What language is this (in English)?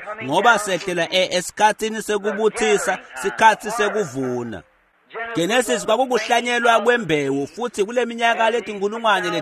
Swati